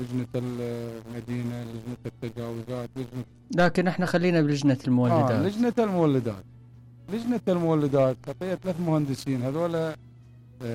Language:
Mesopotamian Arabic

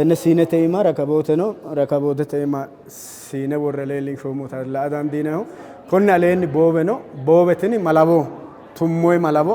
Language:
Sidamo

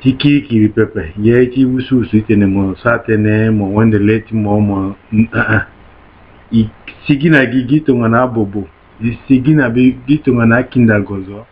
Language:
Sango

